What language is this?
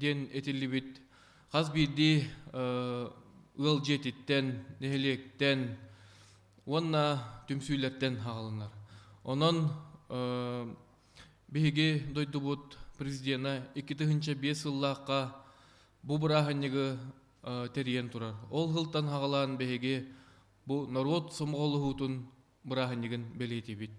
Yakut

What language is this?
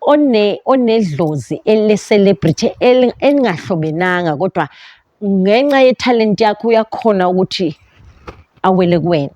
Zulu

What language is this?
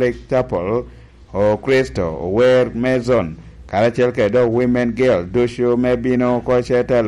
Lango (Uganda)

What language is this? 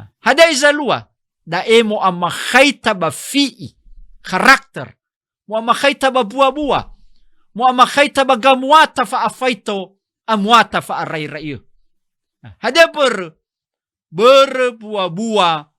Nias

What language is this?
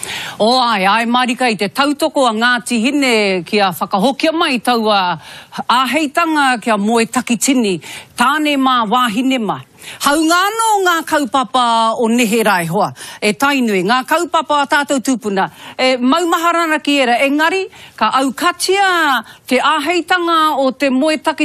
Māori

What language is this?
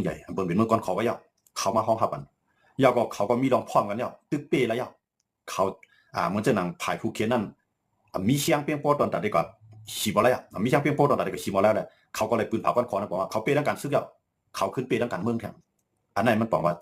Shan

